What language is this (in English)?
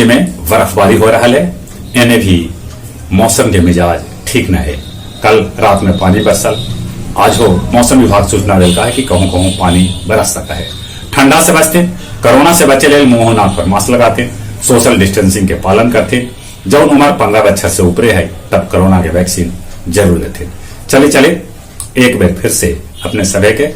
Magahi